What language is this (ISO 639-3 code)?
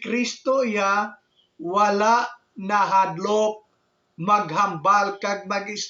hil